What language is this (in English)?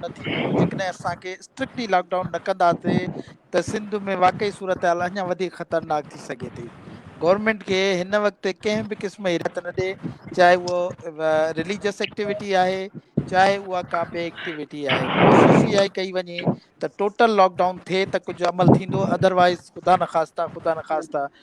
Sindhi